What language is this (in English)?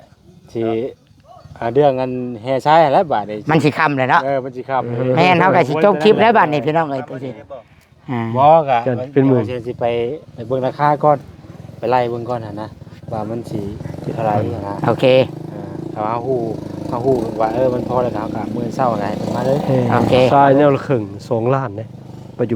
Northeastern Thai